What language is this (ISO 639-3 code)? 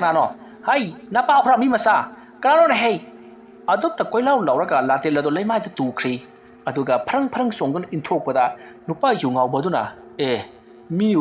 mni